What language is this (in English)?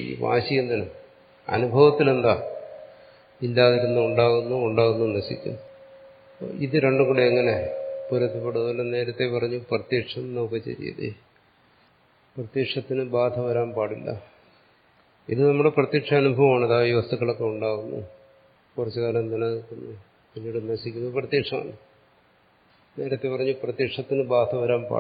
Malayalam